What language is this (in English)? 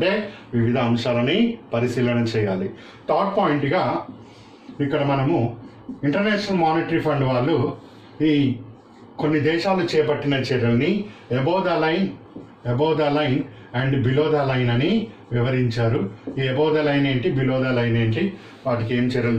Telugu